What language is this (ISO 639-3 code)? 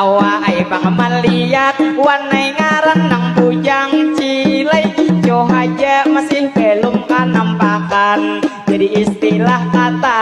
bjn